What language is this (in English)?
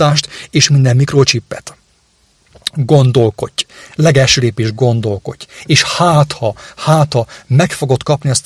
Hungarian